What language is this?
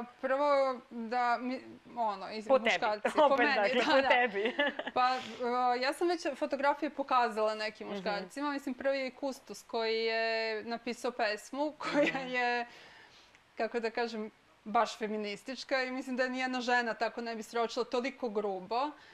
Serbian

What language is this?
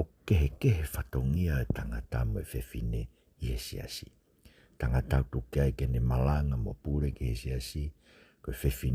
Tongan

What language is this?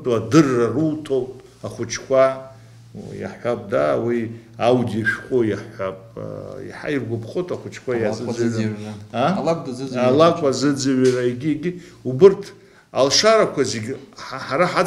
Abkhazian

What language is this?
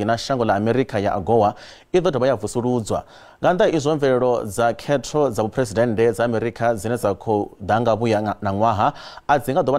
Venda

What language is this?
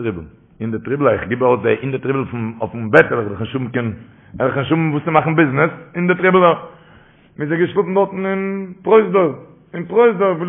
Yiddish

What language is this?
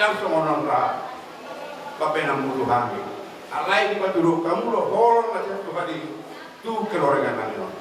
Batak Toba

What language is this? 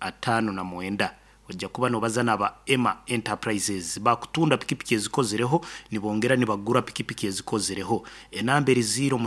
Nyankole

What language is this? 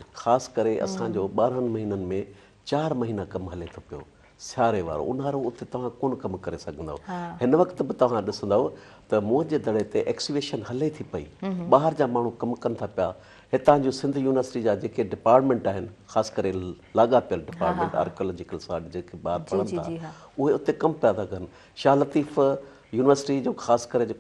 Sindhi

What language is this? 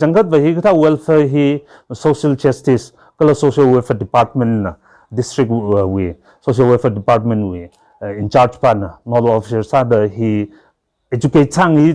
Tangkhul Naga (India)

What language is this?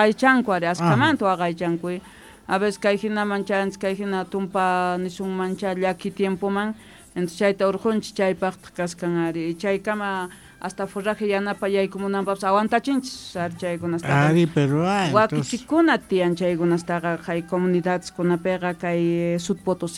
Quechua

